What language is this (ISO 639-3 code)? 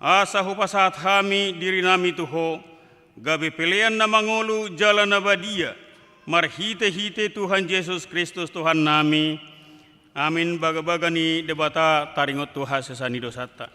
bbc